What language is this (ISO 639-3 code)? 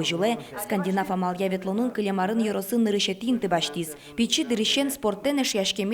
udm